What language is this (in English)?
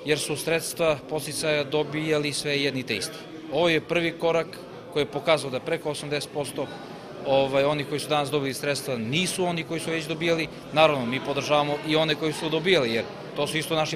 Serbian